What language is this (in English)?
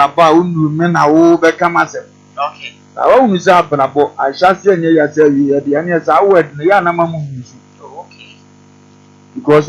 Akan